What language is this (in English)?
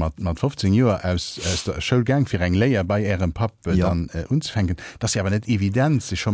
Luxembourgish